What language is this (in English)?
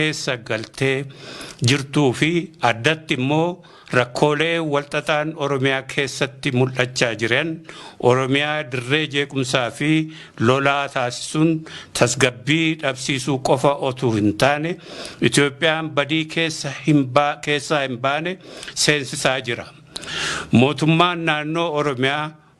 Oromo